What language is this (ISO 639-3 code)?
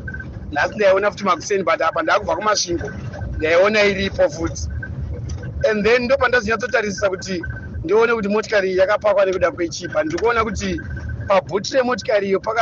sna